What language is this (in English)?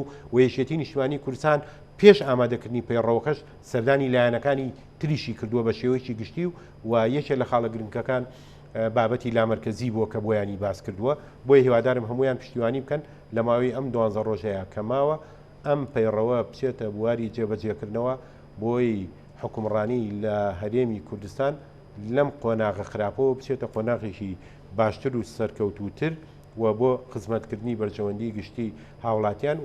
Central Kurdish